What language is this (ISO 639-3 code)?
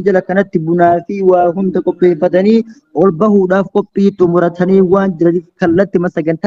orm